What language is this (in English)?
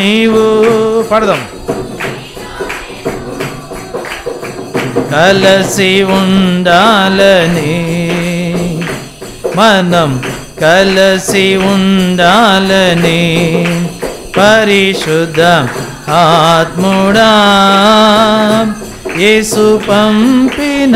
Telugu